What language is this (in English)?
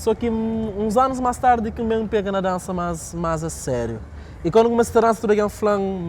Kabuverdianu